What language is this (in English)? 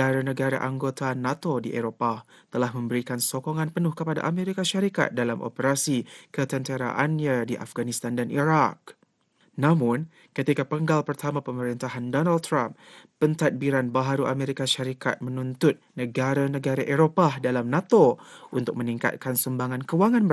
Malay